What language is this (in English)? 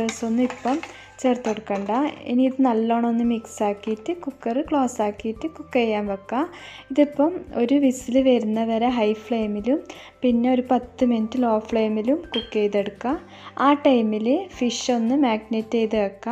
Malayalam